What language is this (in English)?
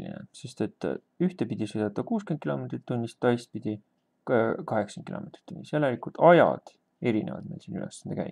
Estonian